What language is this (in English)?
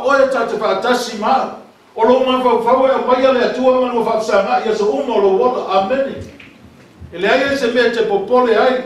Samoan